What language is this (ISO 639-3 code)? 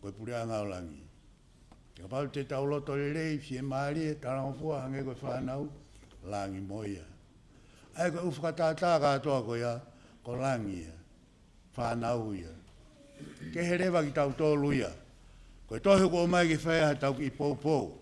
ton